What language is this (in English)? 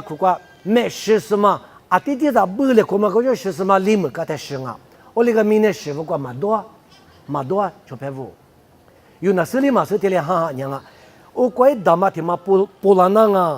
Lisu